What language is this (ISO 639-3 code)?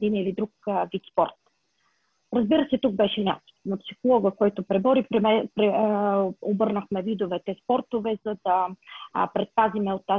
bul